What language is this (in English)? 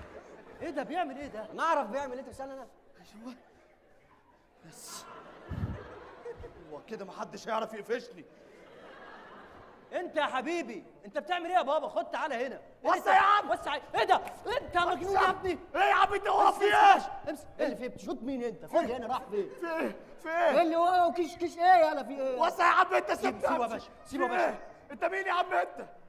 Egyptian Arabic